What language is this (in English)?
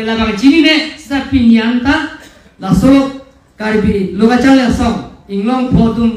Karbi